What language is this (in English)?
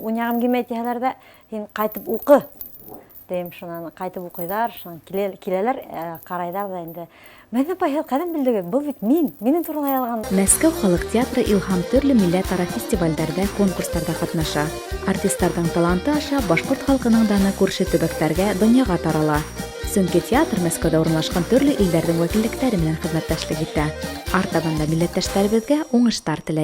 Bashkir